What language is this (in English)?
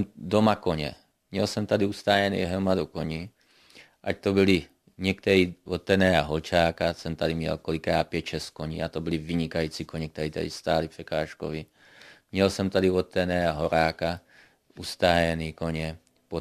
Czech